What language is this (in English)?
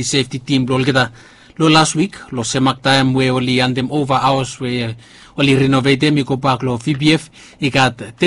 Bislama